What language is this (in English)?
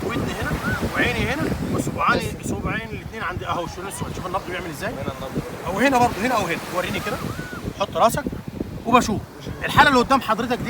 Egyptian Arabic